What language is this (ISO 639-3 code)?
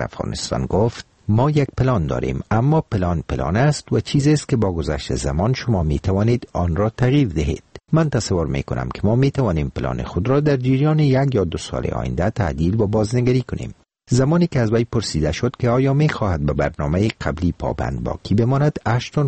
fas